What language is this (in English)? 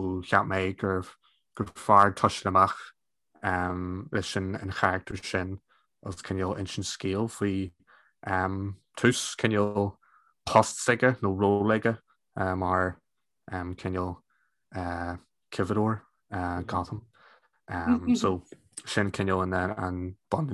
Irish